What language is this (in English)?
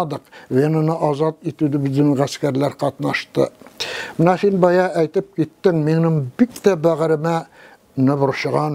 Tatar